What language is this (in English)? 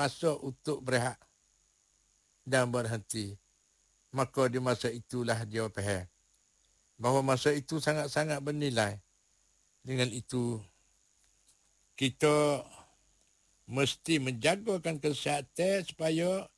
Malay